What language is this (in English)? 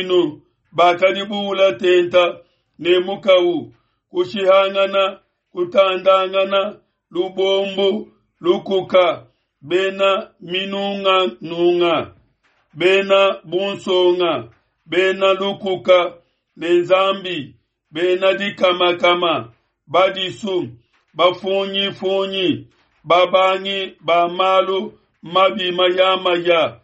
Luba-Lulua